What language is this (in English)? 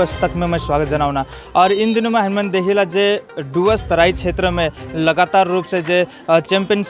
Sadri